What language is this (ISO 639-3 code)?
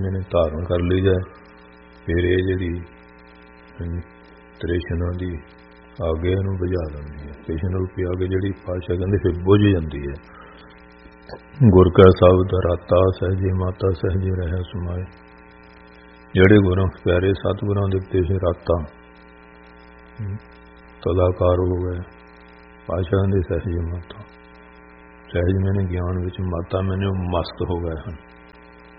pan